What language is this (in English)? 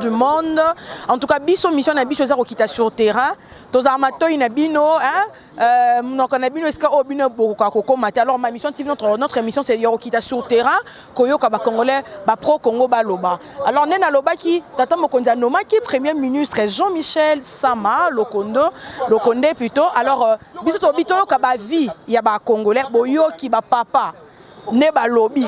Lingala